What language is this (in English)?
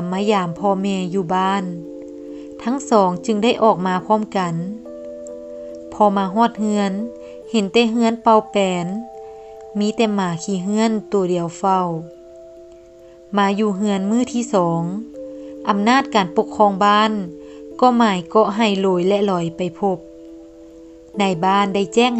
Lao